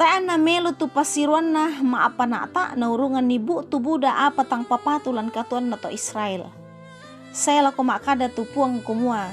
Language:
Toraja-Sa'dan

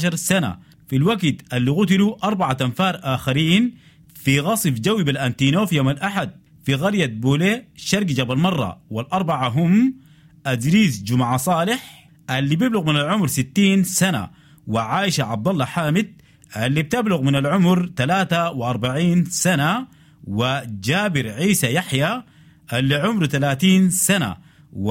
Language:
Sudanese Arabic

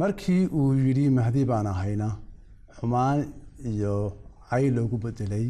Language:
Somali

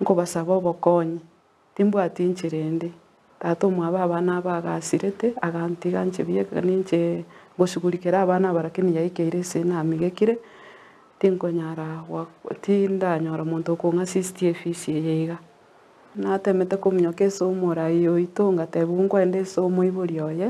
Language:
Gusii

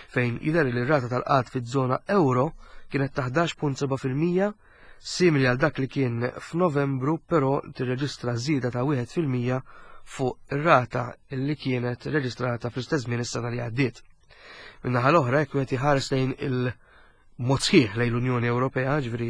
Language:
Maltese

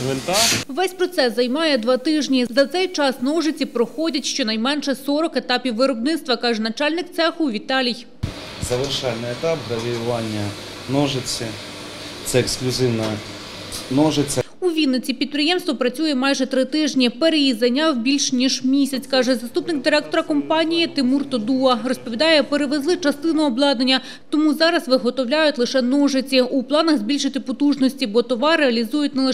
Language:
Ukrainian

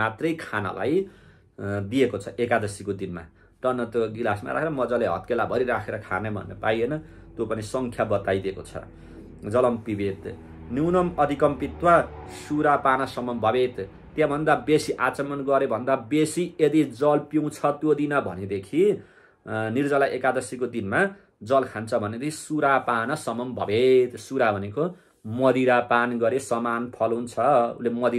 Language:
Nepali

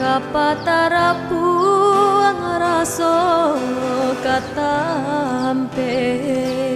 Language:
Minangkabau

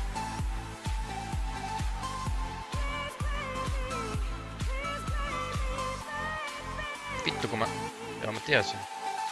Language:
Finnish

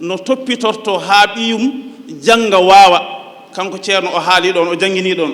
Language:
Fula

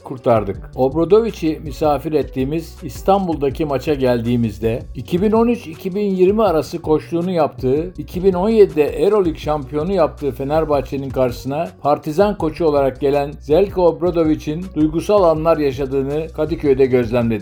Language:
Turkish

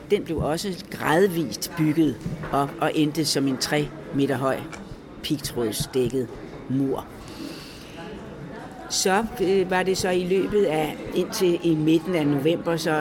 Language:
Danish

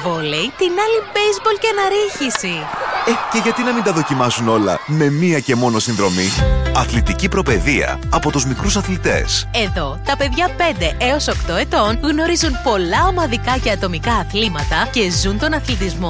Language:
Greek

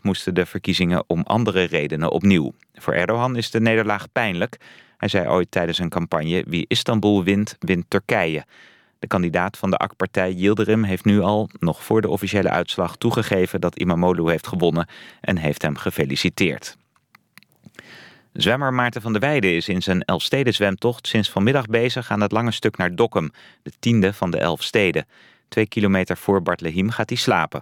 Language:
Dutch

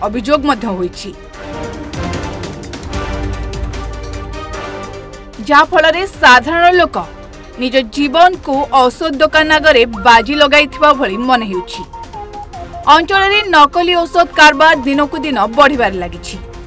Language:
Odia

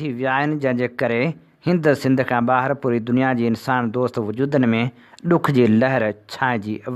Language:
Sindhi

